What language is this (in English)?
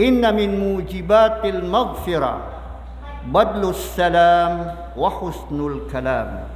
Maranao